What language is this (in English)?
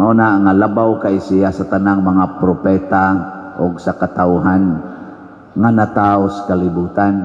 Cebuano